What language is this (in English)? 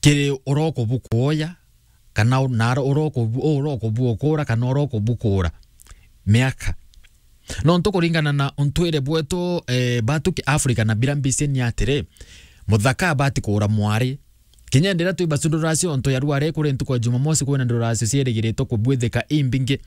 Meru